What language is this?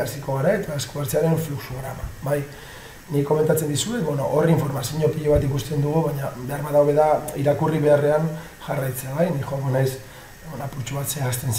Basque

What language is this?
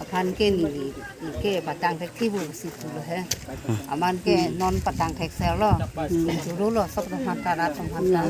Karbi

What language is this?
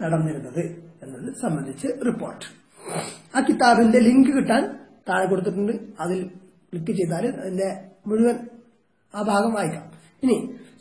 Malayalam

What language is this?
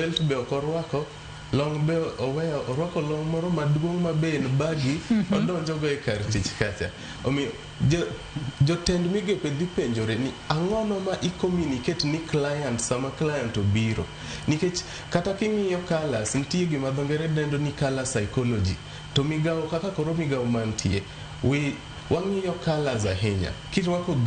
Luo (Kenya and Tanzania)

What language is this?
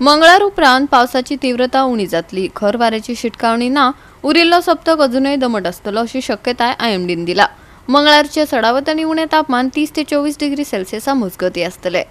Konkani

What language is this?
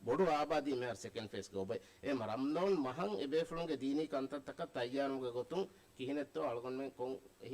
Divehi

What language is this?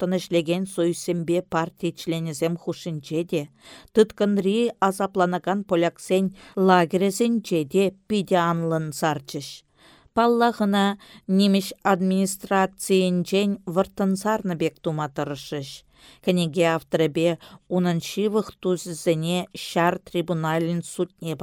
Chuvash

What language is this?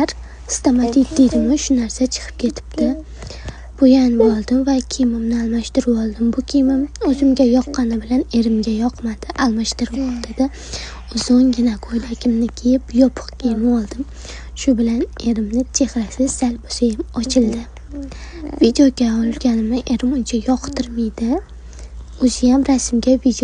Uzbek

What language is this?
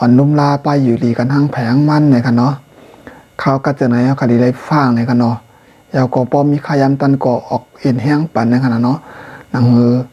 Shan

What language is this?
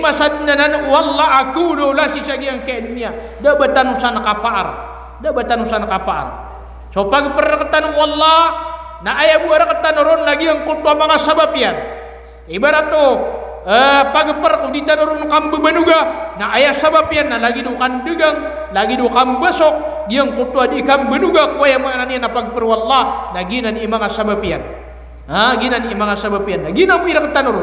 Maranao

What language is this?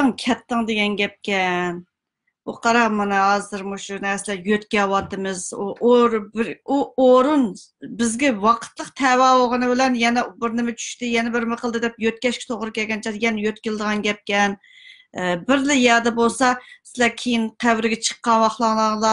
Uyghur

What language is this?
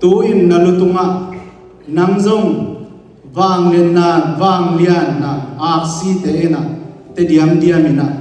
Tedim Chin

